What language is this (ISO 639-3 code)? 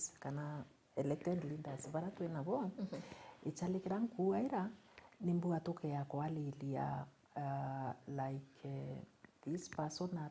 mer